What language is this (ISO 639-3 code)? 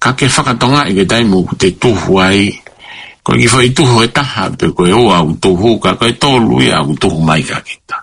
ton